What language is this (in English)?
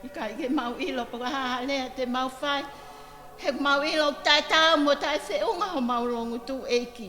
Tongan